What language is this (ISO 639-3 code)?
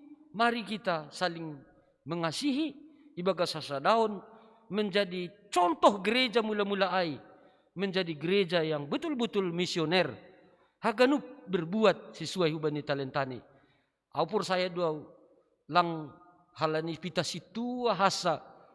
bts